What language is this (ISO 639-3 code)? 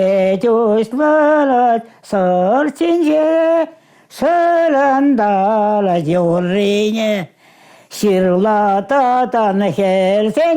chv